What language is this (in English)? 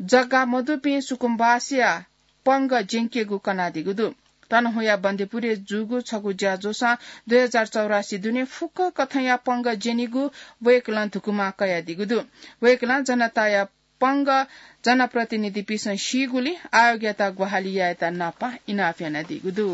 Newari